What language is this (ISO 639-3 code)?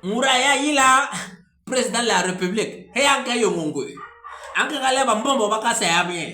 bas